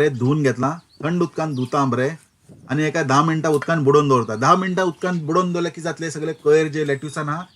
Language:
Konkani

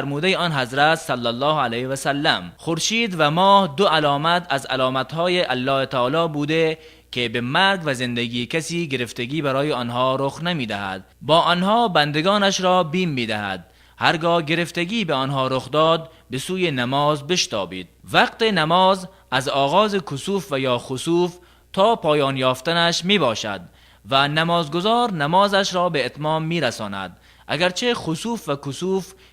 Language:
Tajik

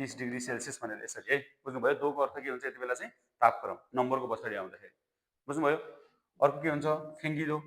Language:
Nepali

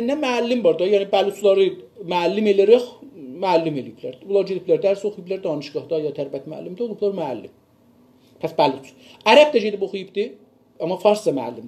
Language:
South Azerbaijani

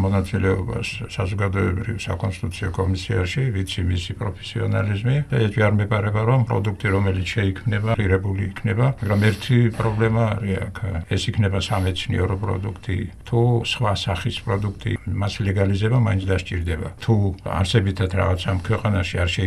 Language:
Georgian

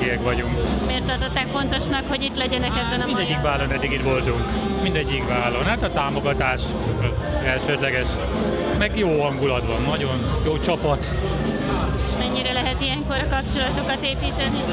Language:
Hungarian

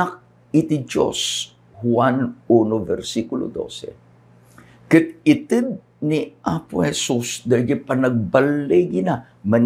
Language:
Iloko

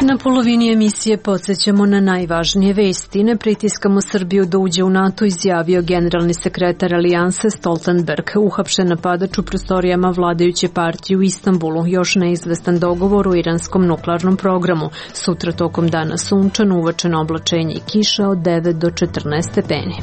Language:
Serbian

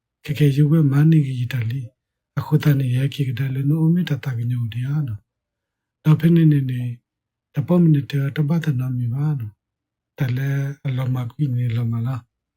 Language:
S'gaw Karen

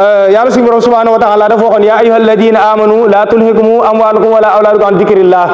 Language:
Wolof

